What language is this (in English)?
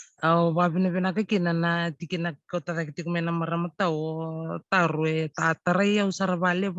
Fijian